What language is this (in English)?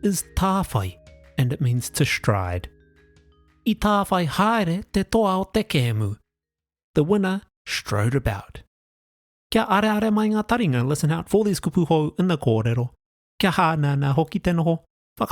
Māori